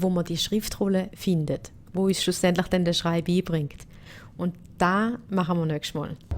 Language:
Swiss German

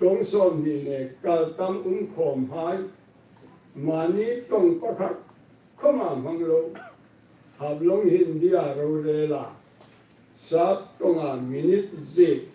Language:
Hmar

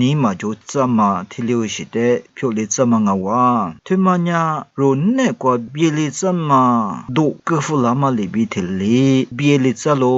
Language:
Lisu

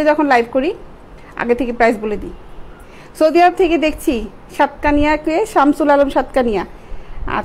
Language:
Bangla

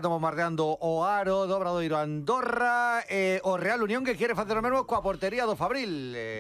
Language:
Galician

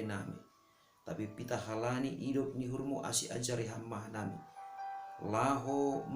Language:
Batak Simalungun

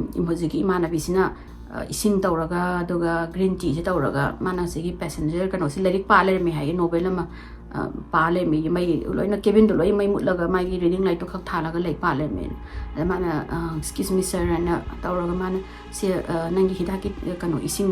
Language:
Manipuri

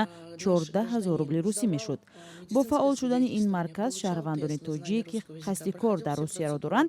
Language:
Tajik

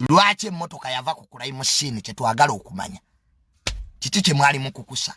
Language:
Ganda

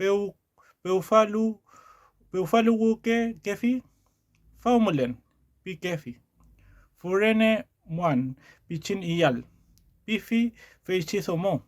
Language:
Mapuche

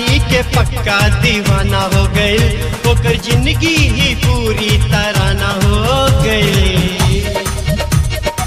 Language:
Bhojpuri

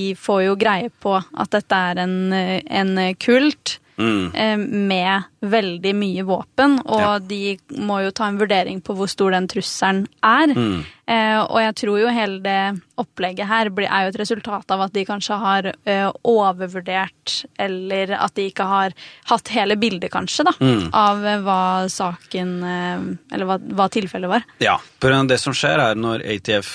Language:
Norwegian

